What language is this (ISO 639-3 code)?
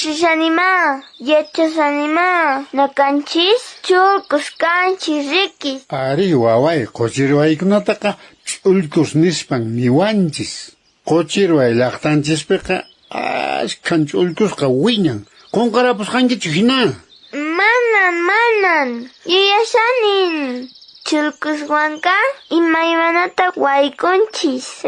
que